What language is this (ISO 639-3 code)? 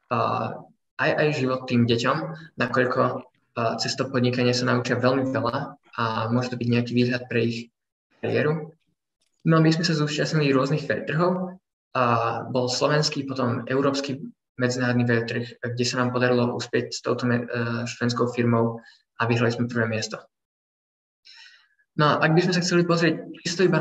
slk